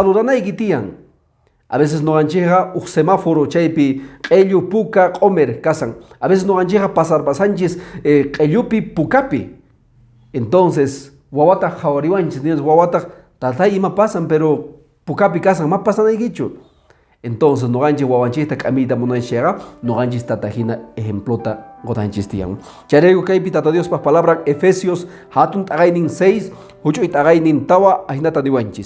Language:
Quechua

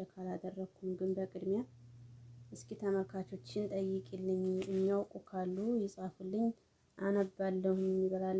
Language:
Amharic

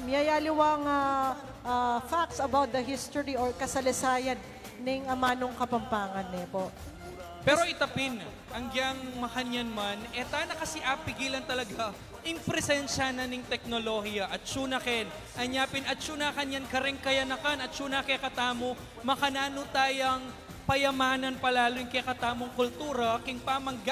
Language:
Pampanga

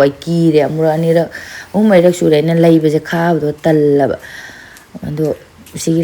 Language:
Manipuri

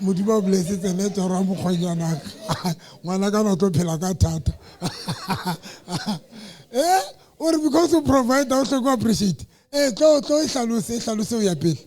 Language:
Southern Sotho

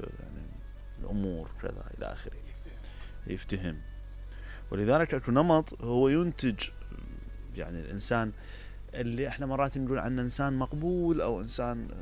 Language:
Mesopotamian Arabic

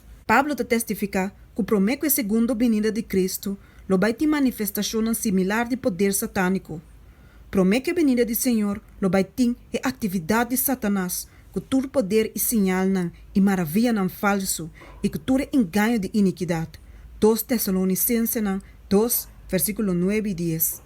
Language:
Papiamento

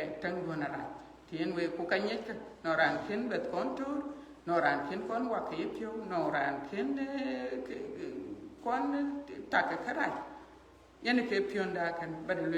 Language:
Dinka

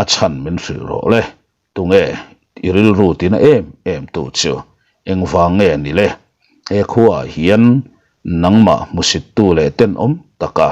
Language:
Mizo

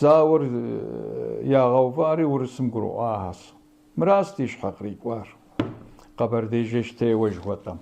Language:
Kabardian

